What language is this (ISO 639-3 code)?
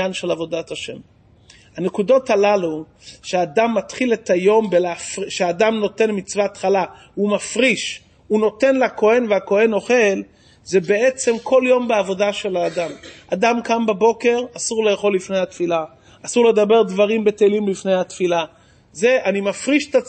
heb